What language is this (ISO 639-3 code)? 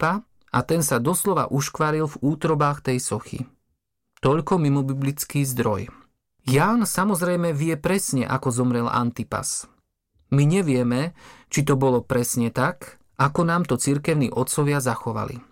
slk